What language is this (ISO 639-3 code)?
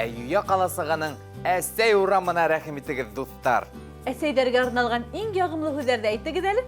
bak